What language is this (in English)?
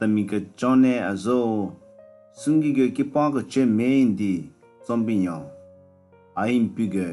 Southern Rengma Naga